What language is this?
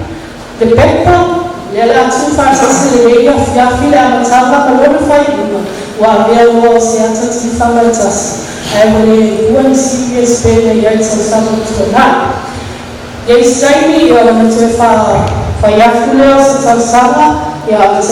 Samoan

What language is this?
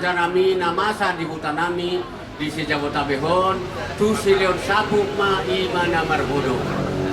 Batak Toba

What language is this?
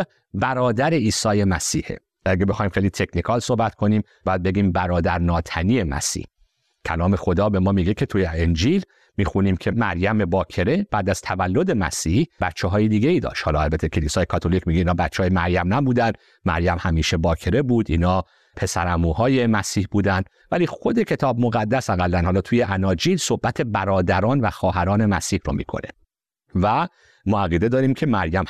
Persian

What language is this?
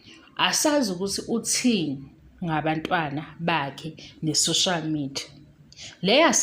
Zulu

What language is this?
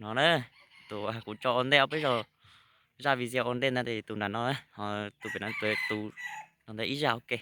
Hmong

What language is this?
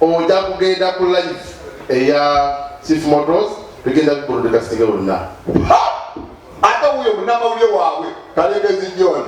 Ganda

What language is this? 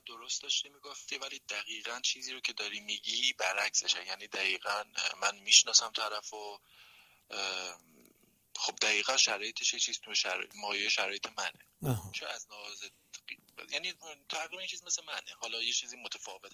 Persian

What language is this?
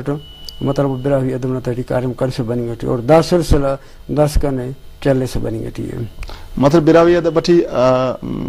Brahui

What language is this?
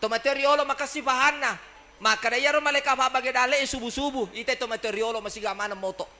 Buginese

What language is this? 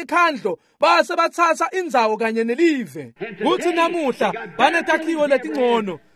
Swati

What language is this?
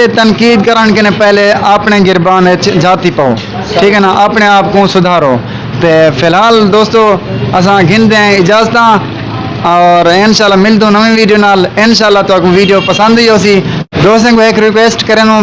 Saraiki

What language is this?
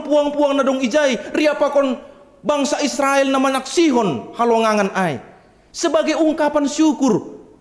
Batak Simalungun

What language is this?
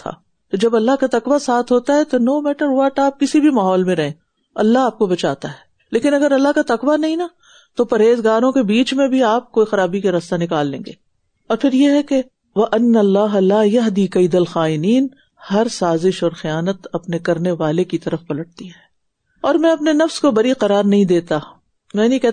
Urdu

